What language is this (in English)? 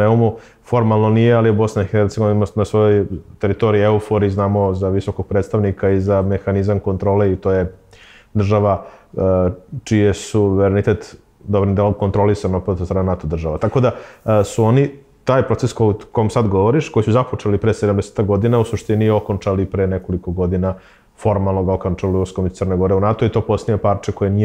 Serbian